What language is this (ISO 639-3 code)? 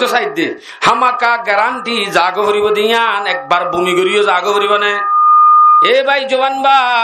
rhg